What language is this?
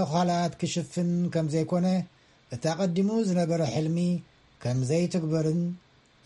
Tigrinya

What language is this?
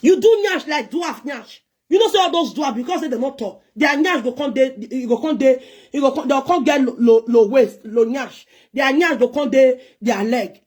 Nigerian Pidgin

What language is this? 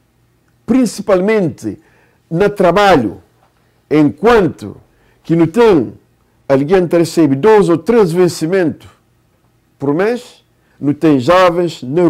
Kabuverdianu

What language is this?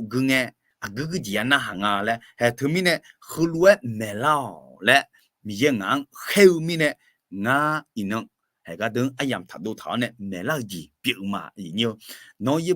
Akha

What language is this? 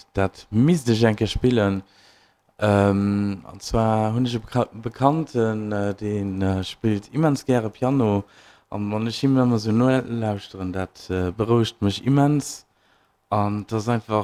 Luxembourgish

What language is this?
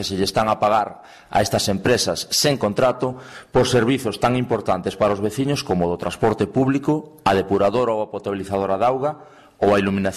Galician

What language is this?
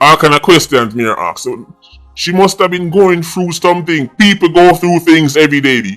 Jamaican Creole English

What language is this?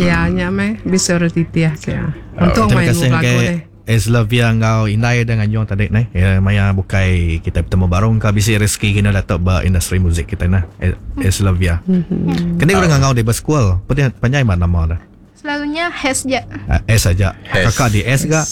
Iban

